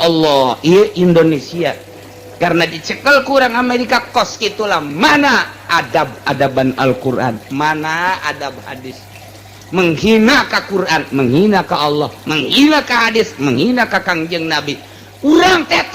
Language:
Sundanese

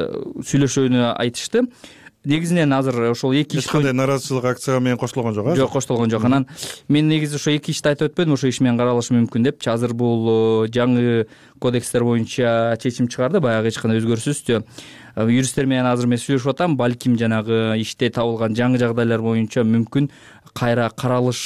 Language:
Kyrgyz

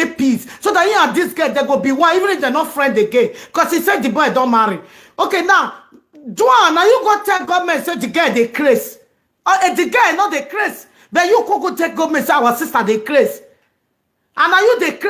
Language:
Nigerian Pidgin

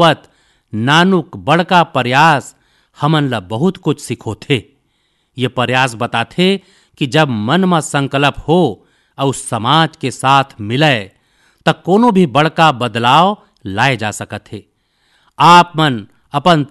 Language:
Chhattisgarhi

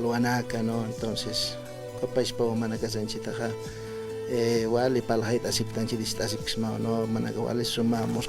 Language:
Aymara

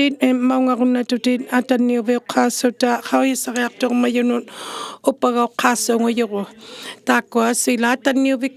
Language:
Inuktitut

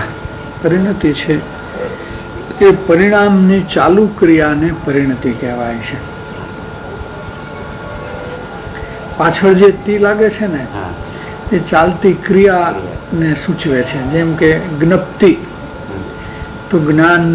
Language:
Gujarati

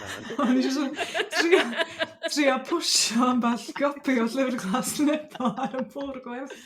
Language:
Welsh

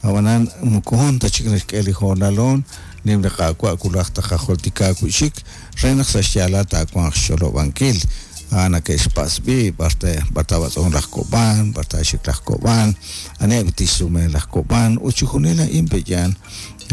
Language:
Kekchí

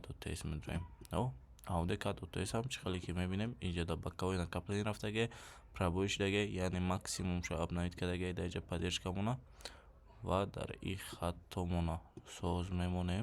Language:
Tajik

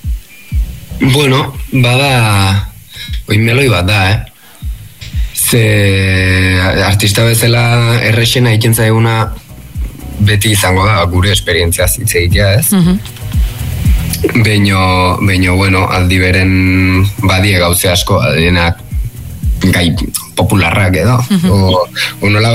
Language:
Basque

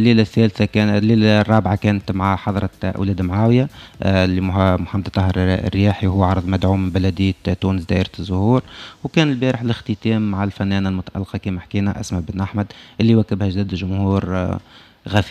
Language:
Tunisian Arabic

